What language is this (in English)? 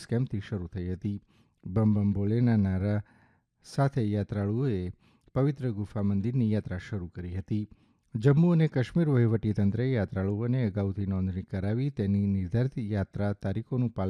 Gujarati